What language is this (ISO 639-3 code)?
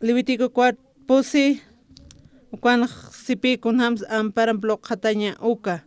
aym